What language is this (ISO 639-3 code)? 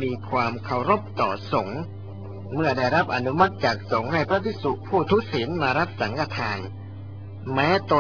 tha